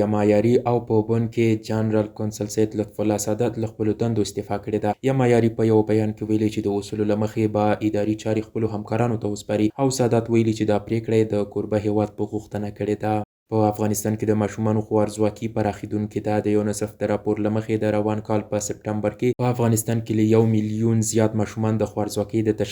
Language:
Pashto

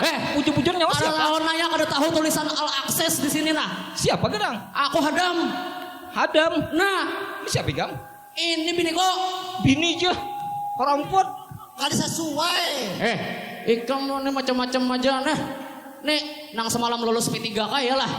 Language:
Banjar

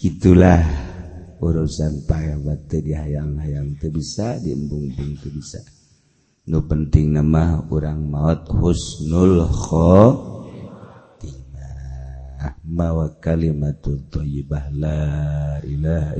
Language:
Sundanese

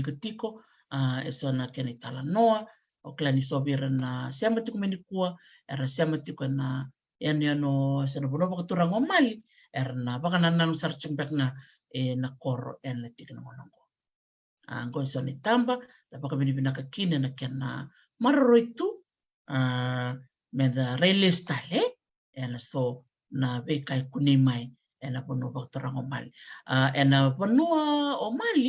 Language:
Fijian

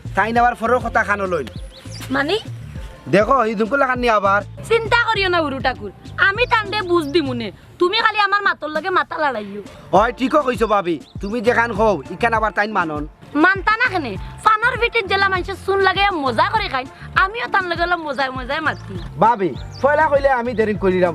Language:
Sylheti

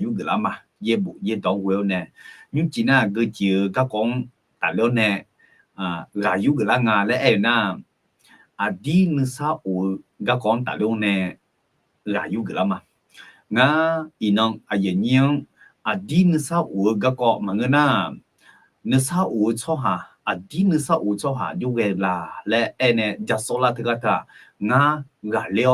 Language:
Akha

